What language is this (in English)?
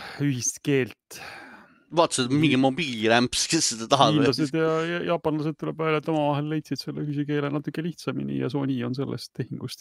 Estonian